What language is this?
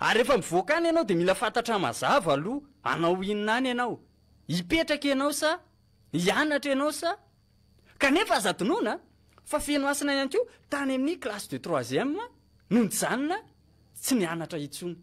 Malagasy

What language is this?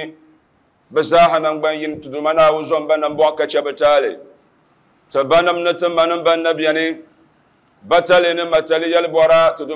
Dagbani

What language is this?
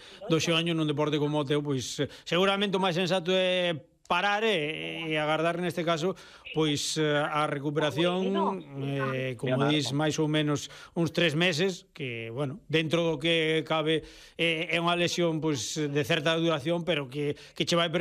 Galician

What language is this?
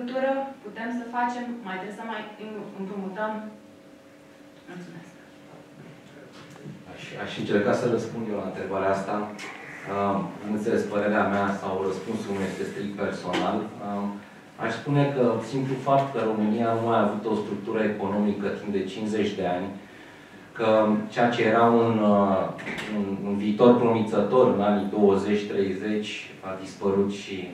Romanian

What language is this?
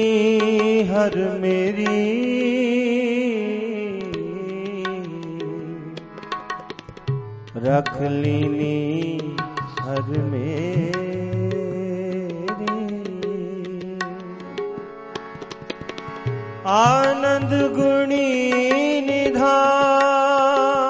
Punjabi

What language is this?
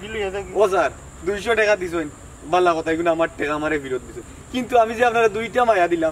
Sylheti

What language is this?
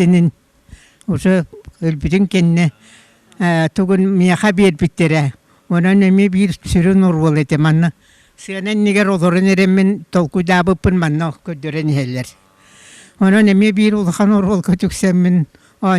Yakut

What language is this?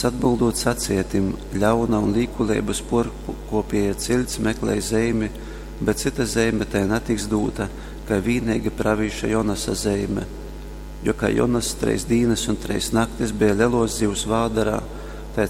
Latgalian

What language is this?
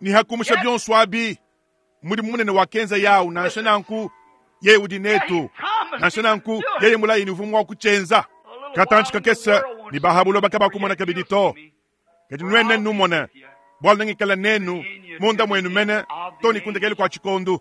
Luba-Lulua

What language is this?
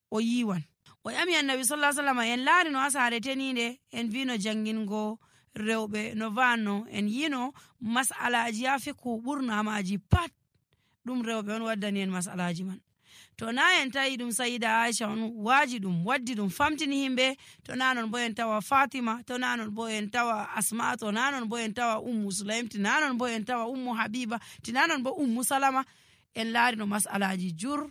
Nigerian Fulfulde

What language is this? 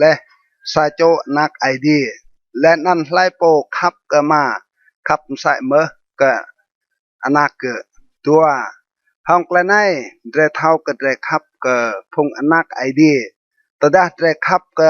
Rade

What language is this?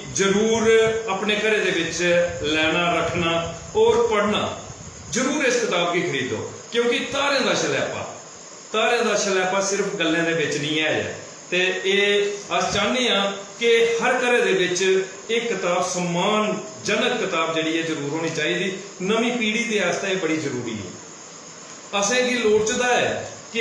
Dogri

